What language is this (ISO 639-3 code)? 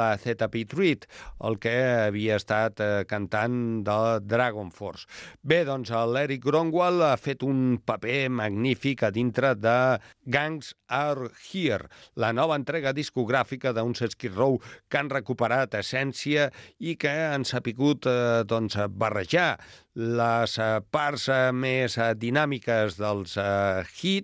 cat